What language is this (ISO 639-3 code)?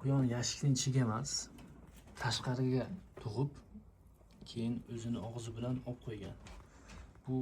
uzb